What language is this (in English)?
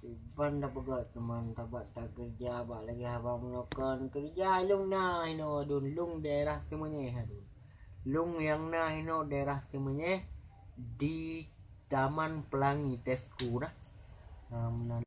Achinese